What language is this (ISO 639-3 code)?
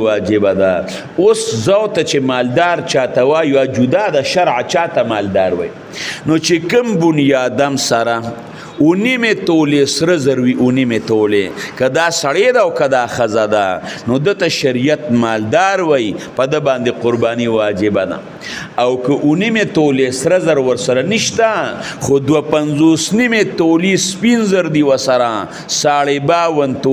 pus